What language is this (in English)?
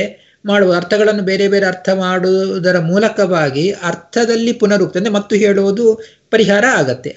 Kannada